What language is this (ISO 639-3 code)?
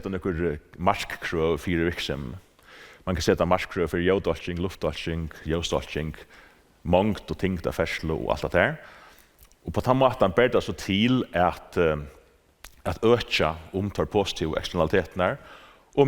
fao